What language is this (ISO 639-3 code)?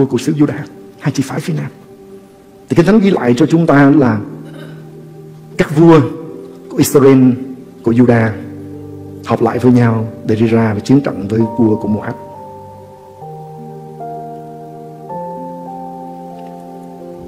vie